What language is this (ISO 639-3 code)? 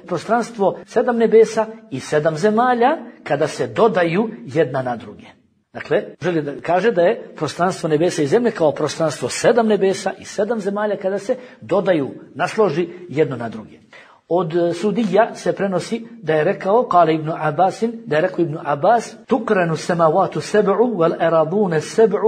bos